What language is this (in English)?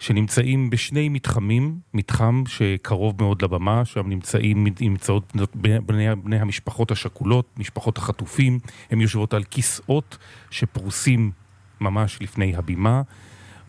Hebrew